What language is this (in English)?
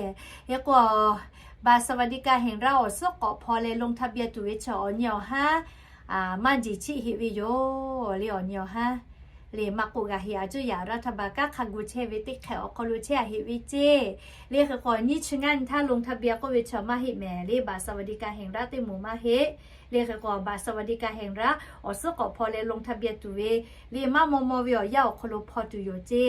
Lahu